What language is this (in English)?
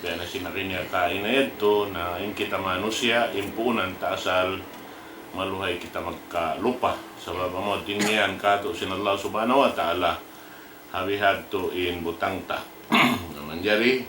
Tausug